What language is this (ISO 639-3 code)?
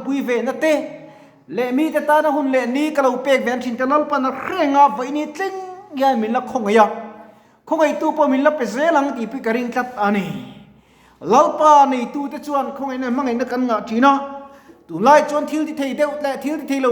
lus